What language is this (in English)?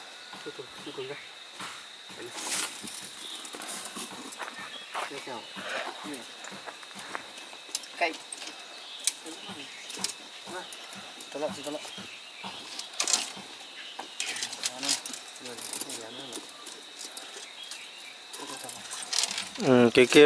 Vietnamese